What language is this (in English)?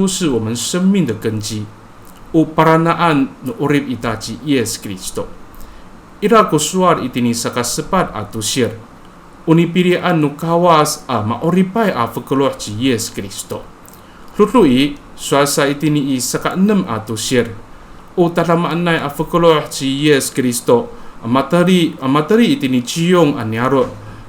Amis